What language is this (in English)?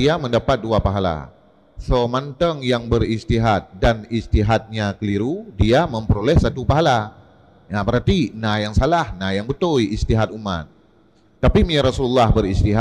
Achinese